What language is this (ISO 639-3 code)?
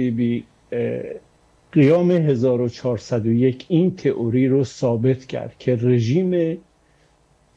fas